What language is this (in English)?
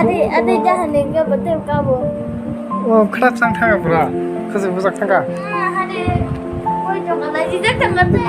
Kok Borok